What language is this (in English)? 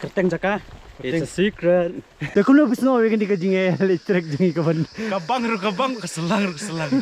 Khasi